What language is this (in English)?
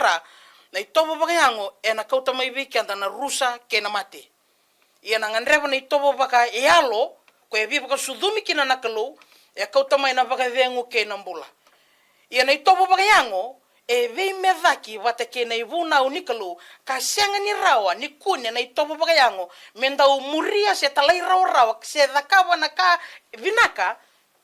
Fijian